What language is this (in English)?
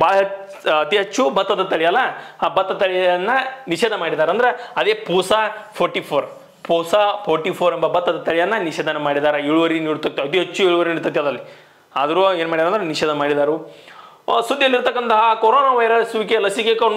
Kannada